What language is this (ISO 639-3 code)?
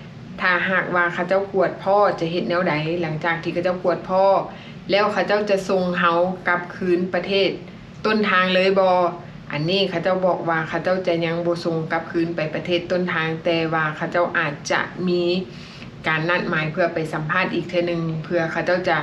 lao